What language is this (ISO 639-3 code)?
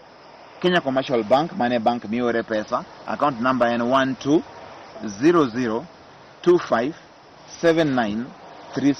luo